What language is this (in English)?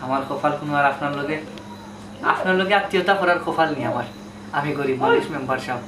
Sylheti